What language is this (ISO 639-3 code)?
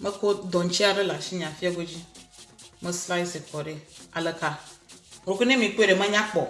ewe